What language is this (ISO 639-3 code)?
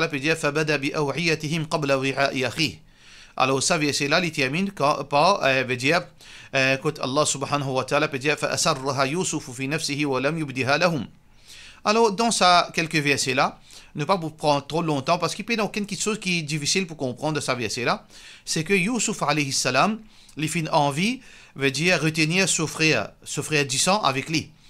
mfe